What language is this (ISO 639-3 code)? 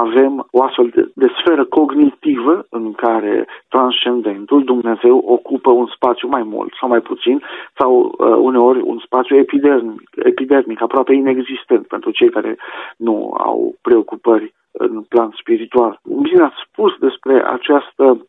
ron